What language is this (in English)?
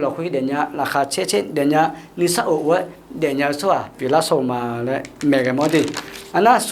Akha